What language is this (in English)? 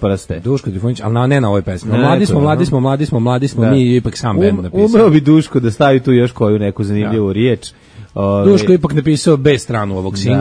Serbian